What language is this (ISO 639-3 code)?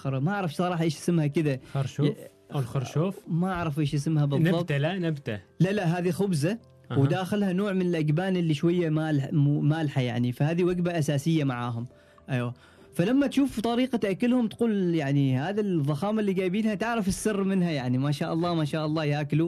afb